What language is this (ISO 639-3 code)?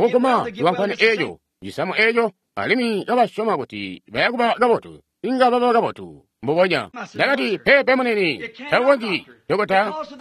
toi